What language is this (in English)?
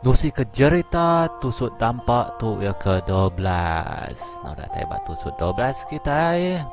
Iban